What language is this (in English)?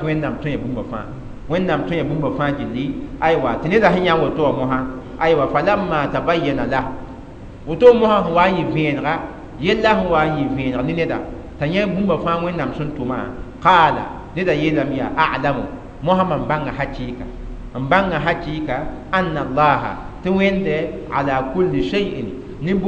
Mossi